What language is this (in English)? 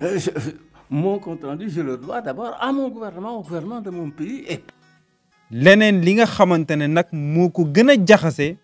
Wolof